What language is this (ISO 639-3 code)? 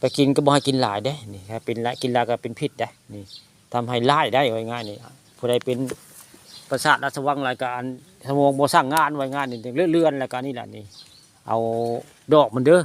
tts